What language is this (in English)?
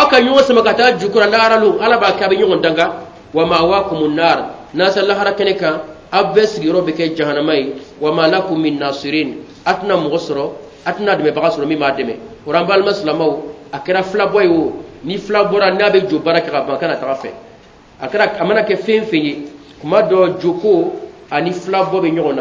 Bambara